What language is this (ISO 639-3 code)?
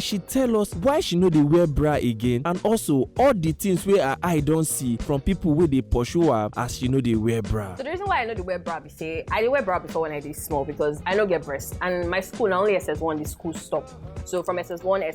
pcm